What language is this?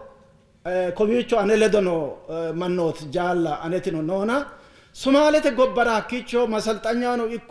Sidamo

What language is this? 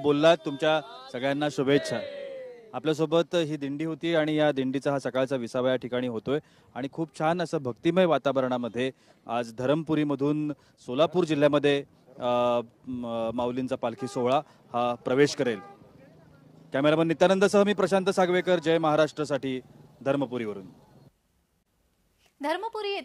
Marathi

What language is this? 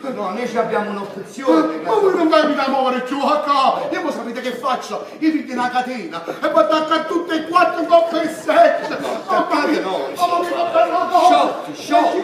Neapolitan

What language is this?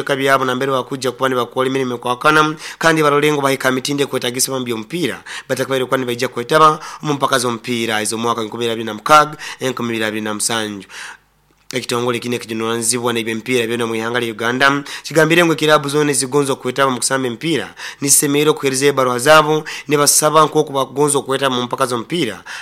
Nyoro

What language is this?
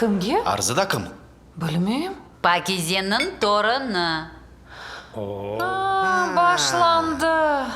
Crimean Tatar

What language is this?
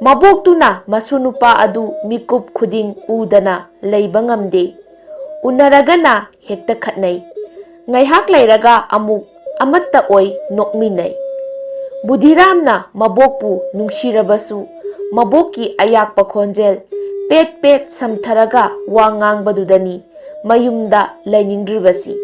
Manipuri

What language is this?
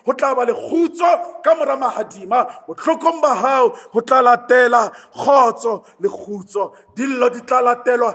Southern Sotho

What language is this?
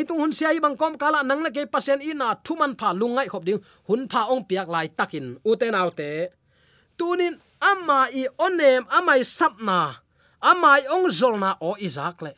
Tedim Chin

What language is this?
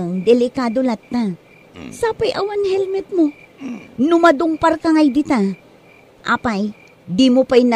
Iloko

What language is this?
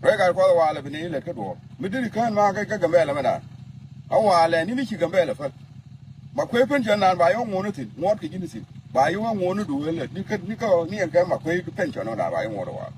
Nuer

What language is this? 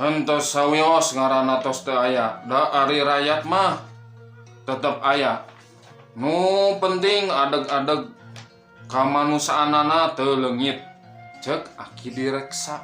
Sundanese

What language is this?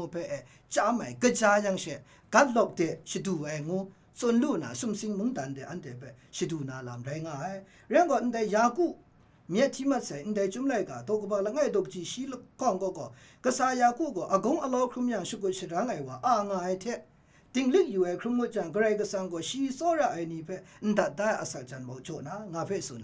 Kachin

